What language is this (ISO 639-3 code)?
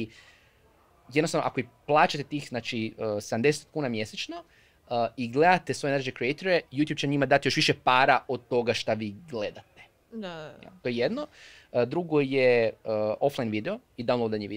hrv